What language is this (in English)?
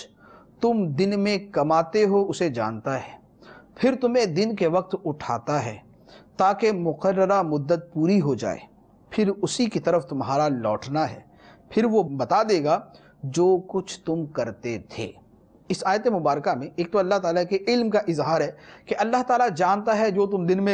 Urdu